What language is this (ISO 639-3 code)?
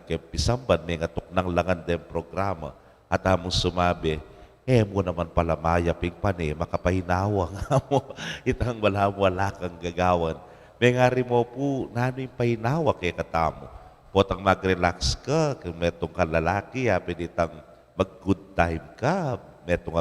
pam